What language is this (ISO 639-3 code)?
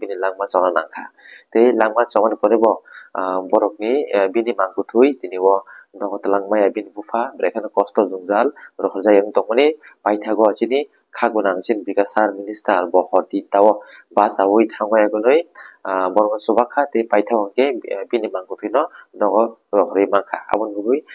trp